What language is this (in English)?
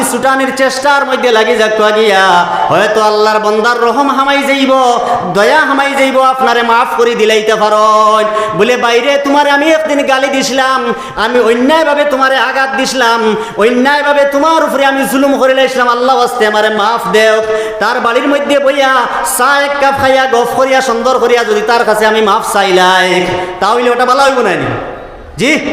Sylheti